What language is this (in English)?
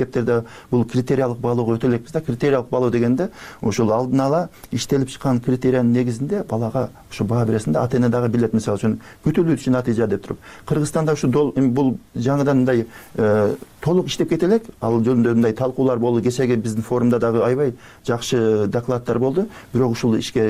Kyrgyz